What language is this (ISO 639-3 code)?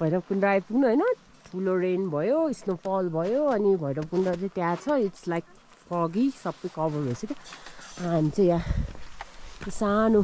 nep